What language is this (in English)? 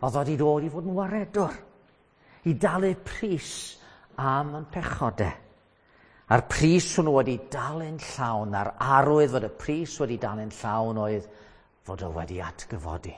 Welsh